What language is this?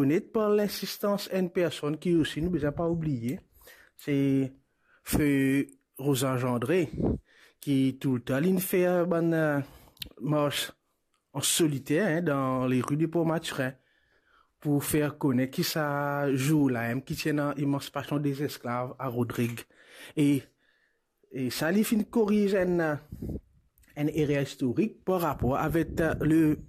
Morisyen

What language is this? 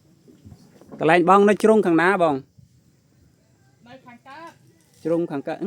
Khmer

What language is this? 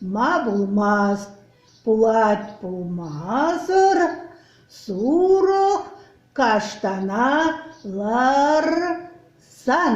Chuvash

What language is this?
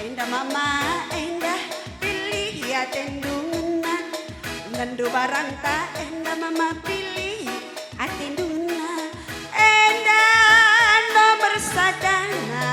Batak Karo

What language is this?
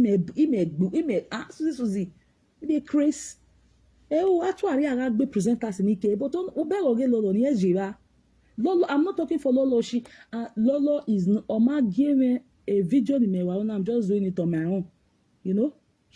Nigerian Pidgin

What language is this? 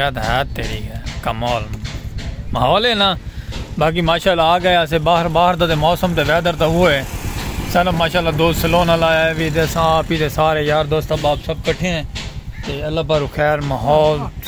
Saraiki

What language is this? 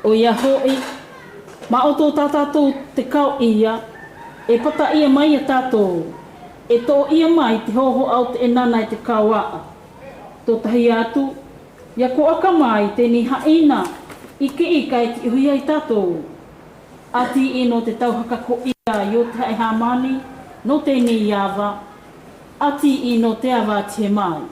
South Marquesan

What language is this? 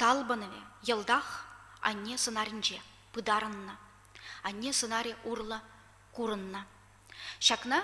Chuvash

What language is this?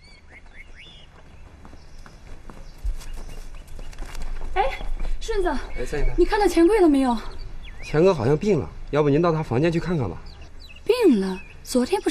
Chinese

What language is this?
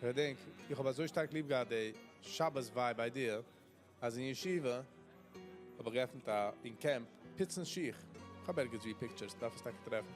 Yiddish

